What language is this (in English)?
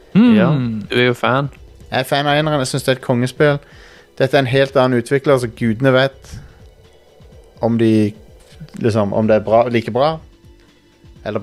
Norwegian